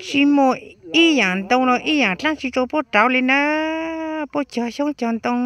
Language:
Hmong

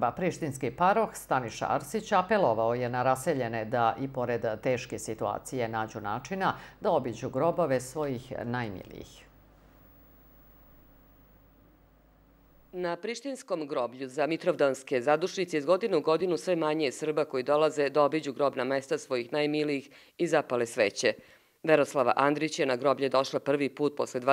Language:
Serbian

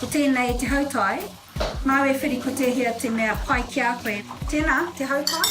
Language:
Māori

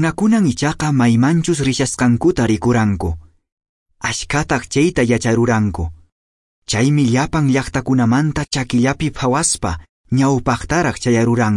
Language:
Quechua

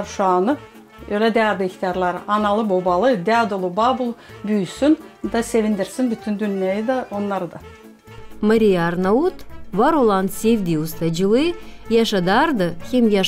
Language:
Gagauz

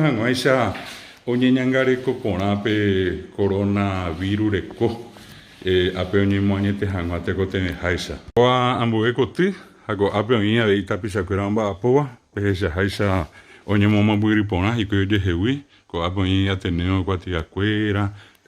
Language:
Guarani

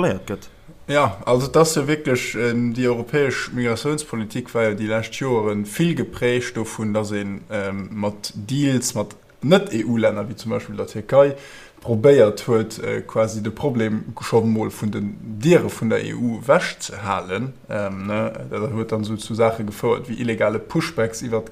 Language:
Luxembourgish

